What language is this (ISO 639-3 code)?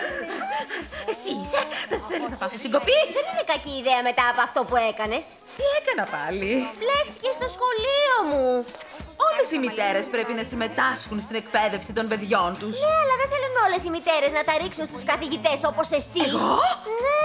ell